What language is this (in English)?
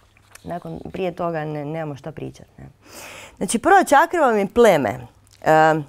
Croatian